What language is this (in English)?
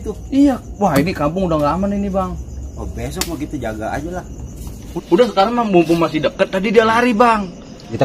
Betawi